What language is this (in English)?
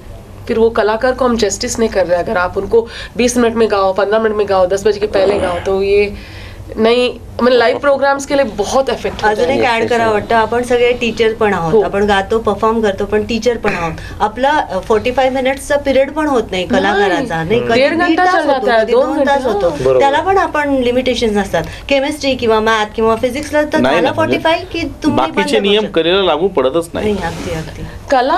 Marathi